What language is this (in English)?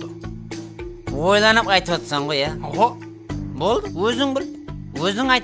Kazakh